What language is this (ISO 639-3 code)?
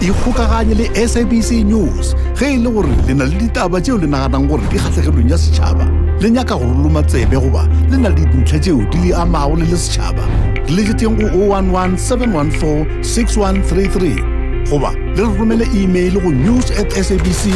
nso